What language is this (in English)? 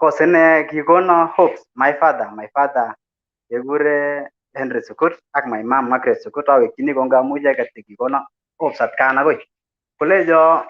Kalenjin